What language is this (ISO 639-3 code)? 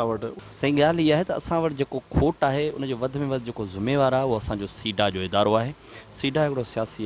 snd